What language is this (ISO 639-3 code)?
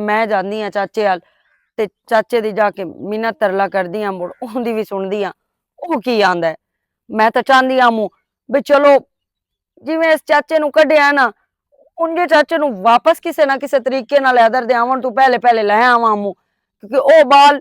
lah